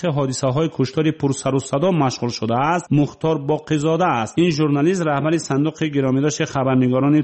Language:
Persian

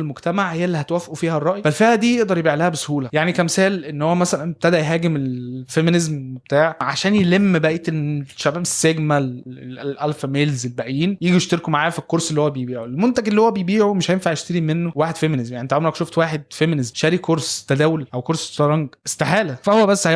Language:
Egyptian Arabic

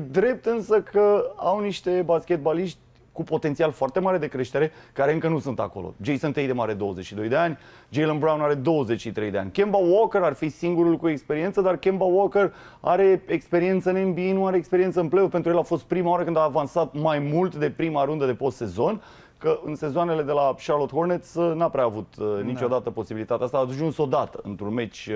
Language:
Romanian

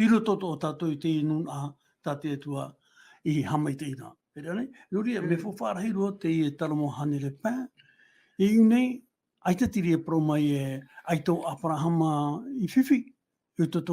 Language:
Tahitian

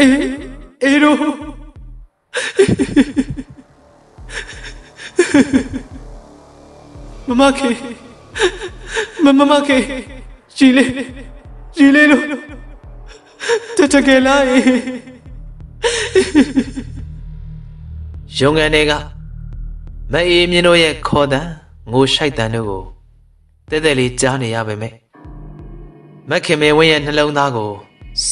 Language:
Burmese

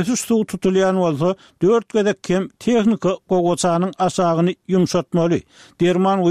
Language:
Turkmen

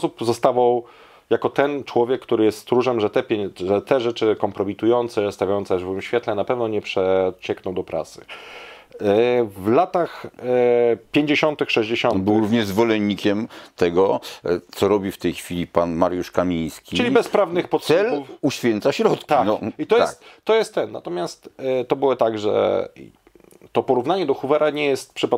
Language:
Polish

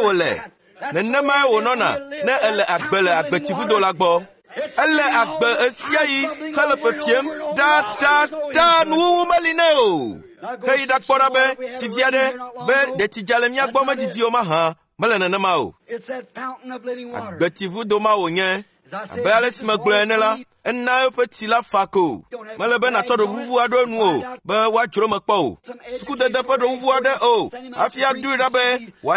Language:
Ewe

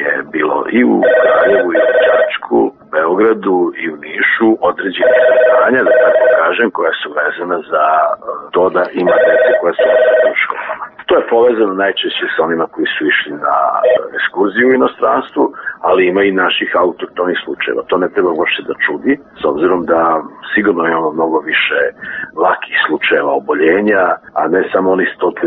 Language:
Serbian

